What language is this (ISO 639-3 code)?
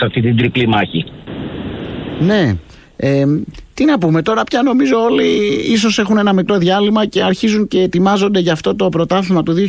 ell